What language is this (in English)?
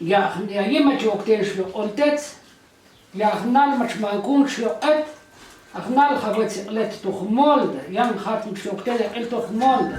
Tektiteko